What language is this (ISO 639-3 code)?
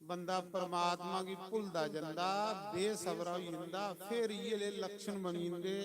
doi